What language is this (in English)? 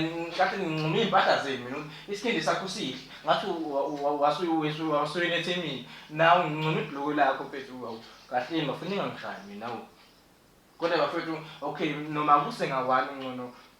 Zulu